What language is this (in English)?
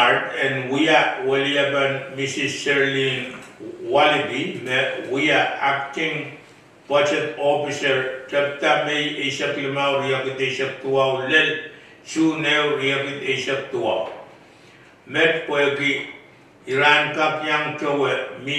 Pohnpeian